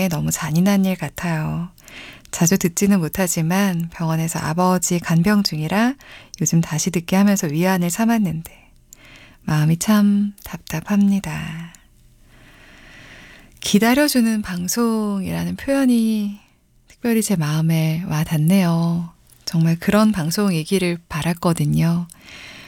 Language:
Korean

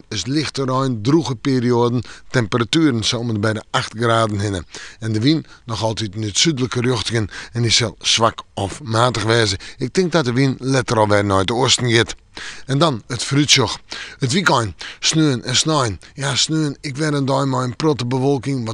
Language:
Western Frisian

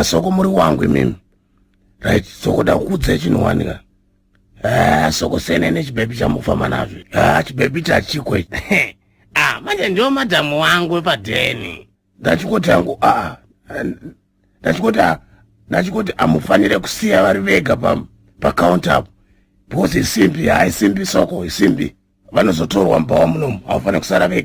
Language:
Shona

